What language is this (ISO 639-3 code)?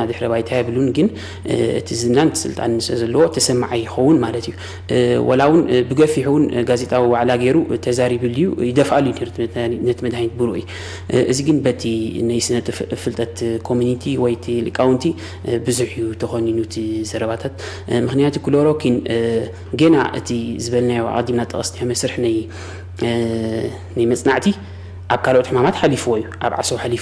tir